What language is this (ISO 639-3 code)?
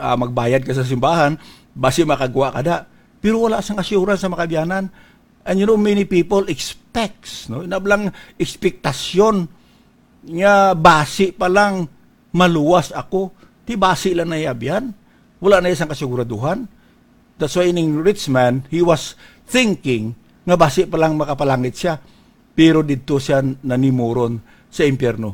hil